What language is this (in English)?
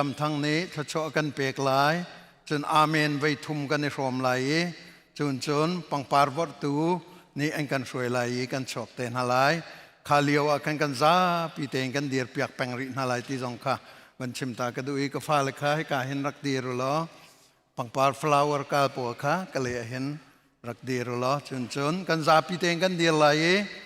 Hakha Chin